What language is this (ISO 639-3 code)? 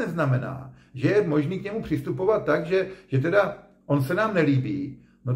ces